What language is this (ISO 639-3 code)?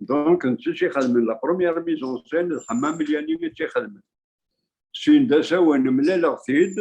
kab